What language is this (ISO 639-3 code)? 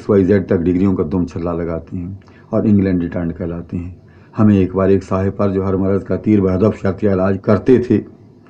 urd